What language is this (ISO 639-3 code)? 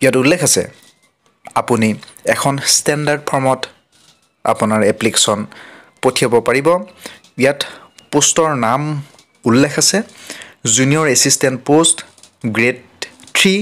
asm